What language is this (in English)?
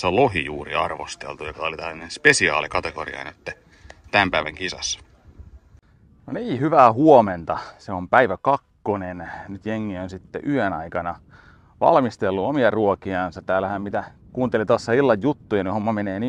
Finnish